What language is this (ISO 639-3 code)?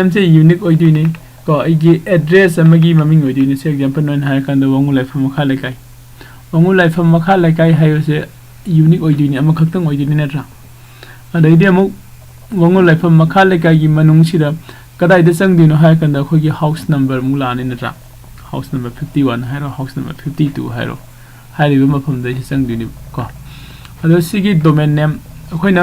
mni